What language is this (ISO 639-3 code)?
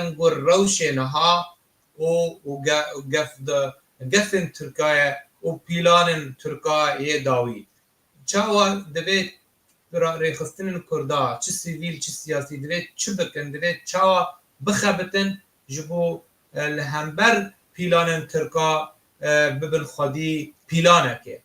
kur